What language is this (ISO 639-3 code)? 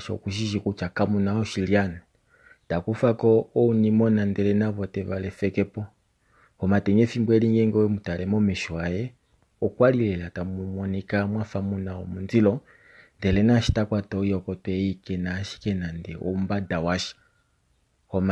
kua